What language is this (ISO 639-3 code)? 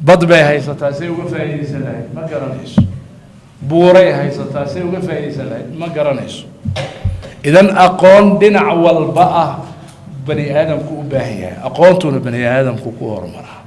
som